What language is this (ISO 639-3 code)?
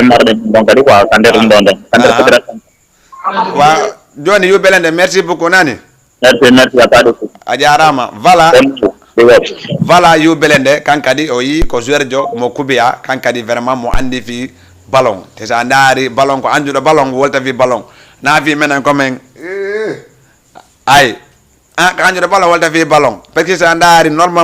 ful